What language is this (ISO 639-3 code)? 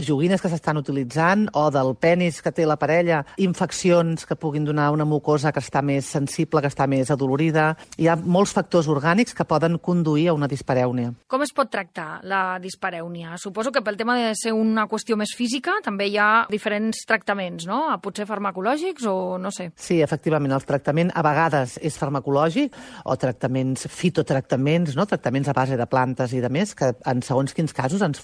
cat